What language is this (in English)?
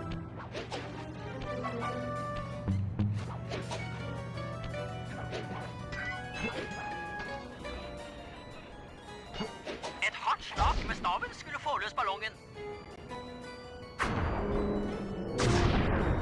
Norwegian